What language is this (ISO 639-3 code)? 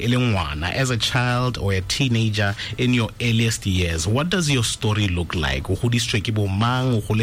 tsn